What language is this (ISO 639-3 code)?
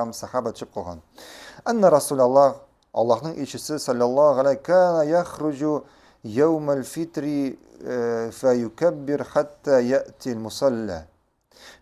tat